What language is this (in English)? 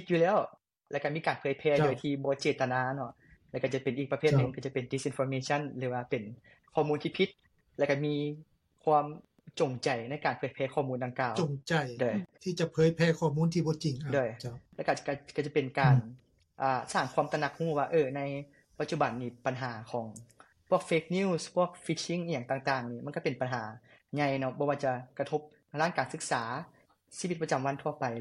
Lao